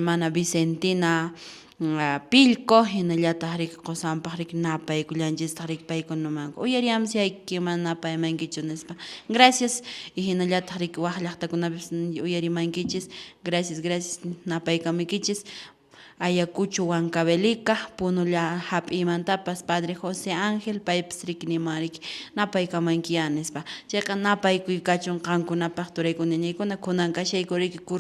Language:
Quechua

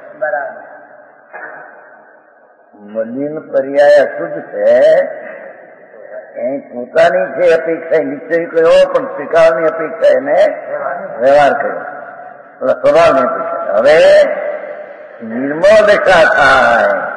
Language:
Gujarati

